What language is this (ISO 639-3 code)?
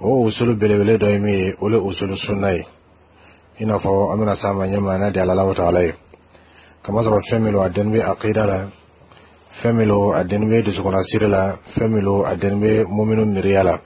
bam